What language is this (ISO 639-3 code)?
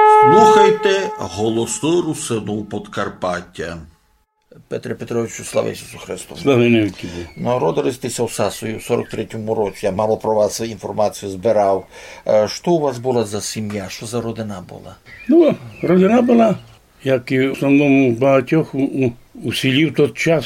rue